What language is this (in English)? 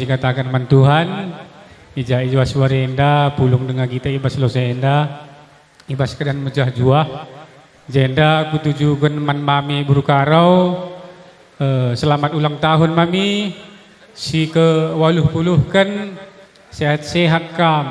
Batak Karo